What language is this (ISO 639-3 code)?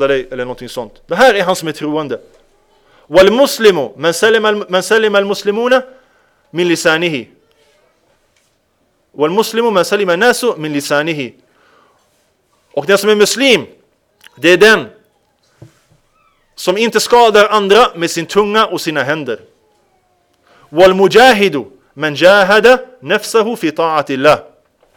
swe